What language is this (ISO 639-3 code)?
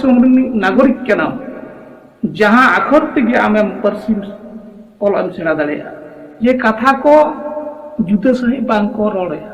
sat